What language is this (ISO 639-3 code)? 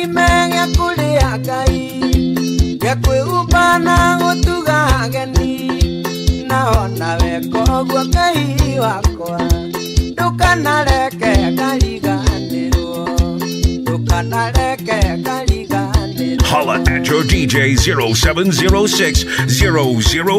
kik